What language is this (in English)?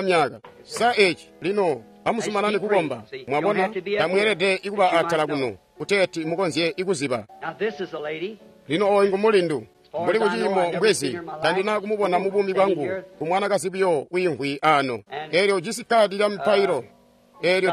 Tonga (Zambia)